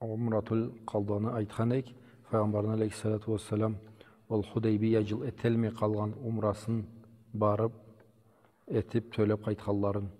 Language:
Karachay-Balkar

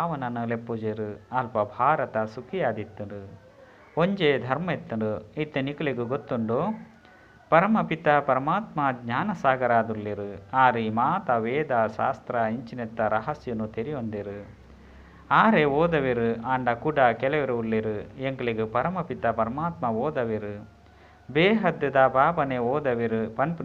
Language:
Tulu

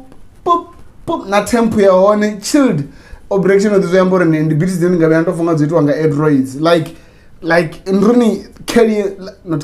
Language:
Venda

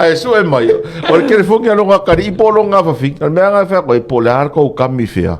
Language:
Samoan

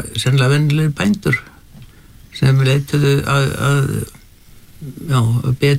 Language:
Icelandic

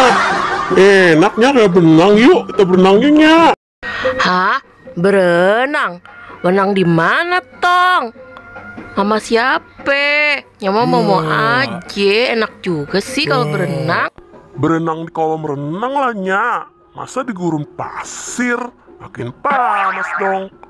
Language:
Betawi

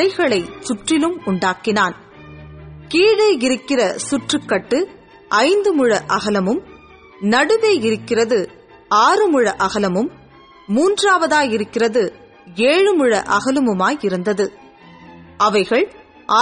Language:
Tamil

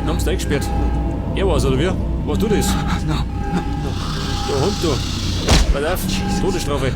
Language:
Bavarian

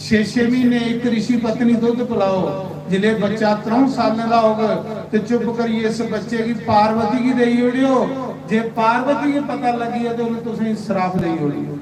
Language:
Dogri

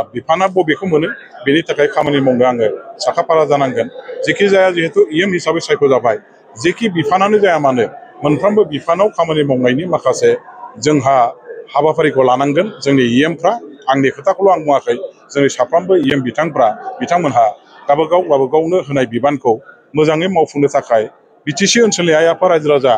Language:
Bodo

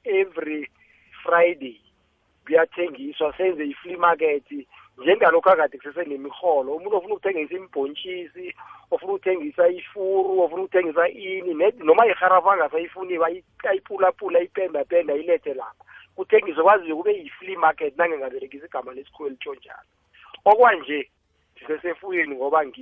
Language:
South Ndebele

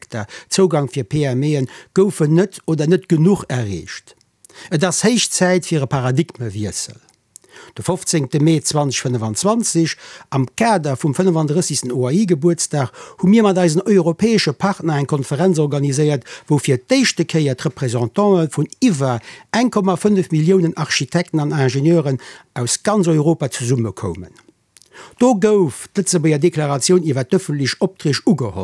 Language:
Luxembourgish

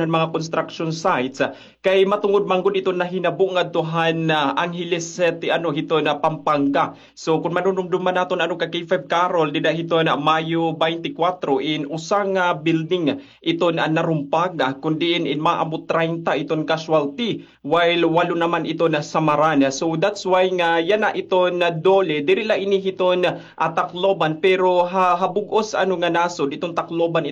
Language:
Waray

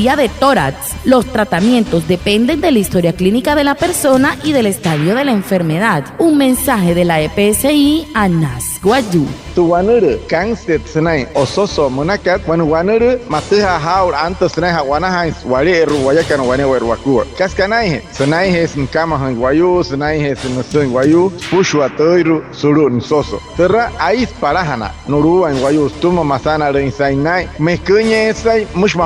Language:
Wayuu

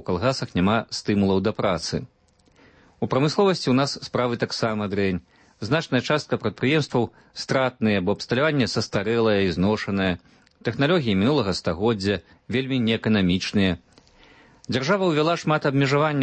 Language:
Belarusian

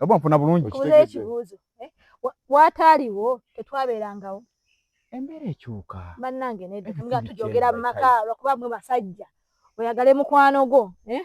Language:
Ganda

